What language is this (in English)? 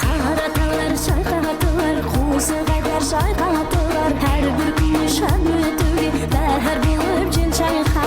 Kara-Kalpak